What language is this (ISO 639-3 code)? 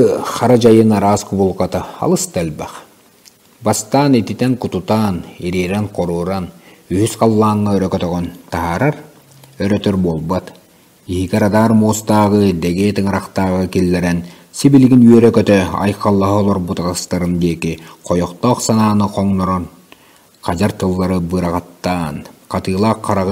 sah